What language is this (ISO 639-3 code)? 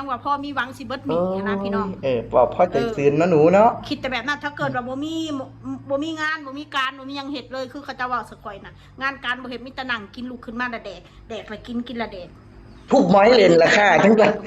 tts